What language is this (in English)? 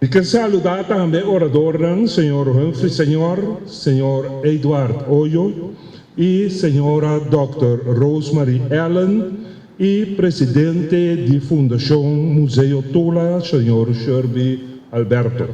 Papiamento